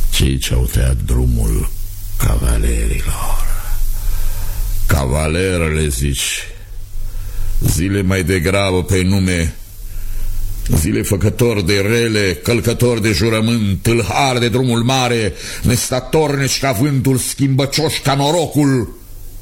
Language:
Romanian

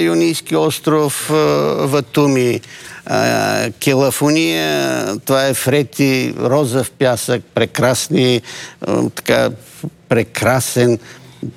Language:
Bulgarian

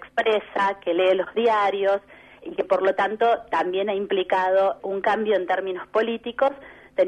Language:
Spanish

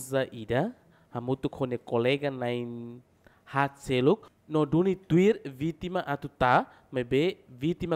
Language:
Tetum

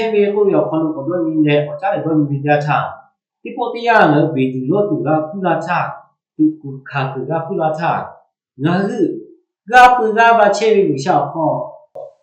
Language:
Lahu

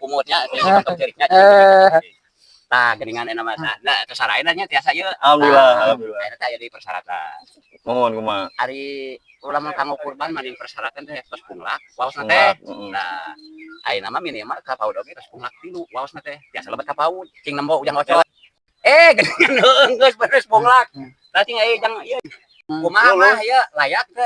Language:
Sundanese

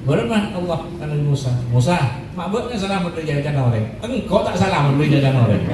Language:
Madurese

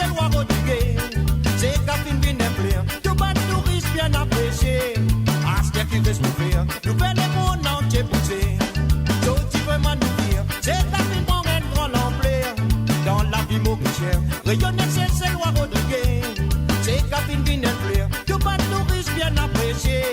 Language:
Morisyen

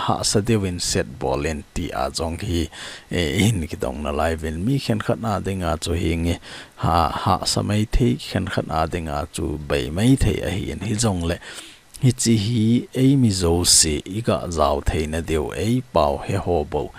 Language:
Thado Chin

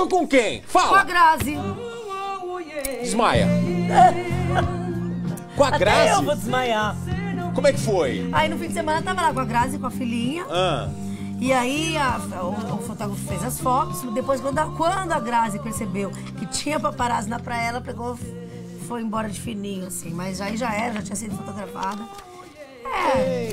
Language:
Portuguese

